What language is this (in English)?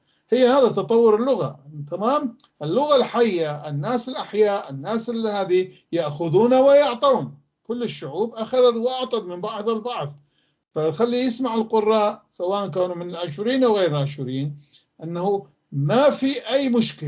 North Levantine Arabic